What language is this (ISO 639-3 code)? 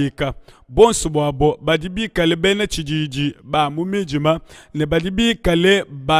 lua